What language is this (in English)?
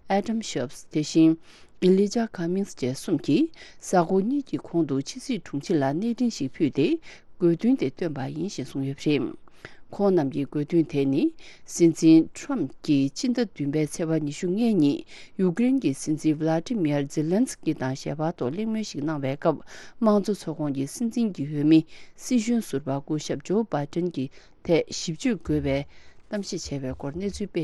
Tibetan